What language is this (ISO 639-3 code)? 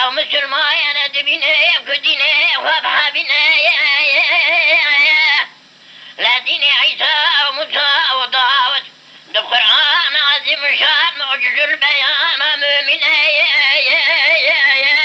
kur